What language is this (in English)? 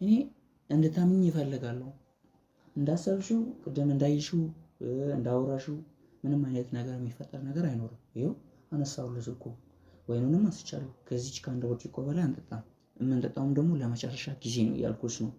Amharic